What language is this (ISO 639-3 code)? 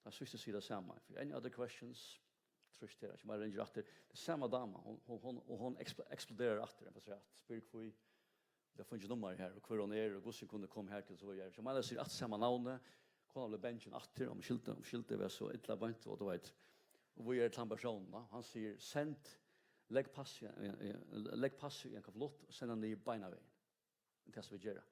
fao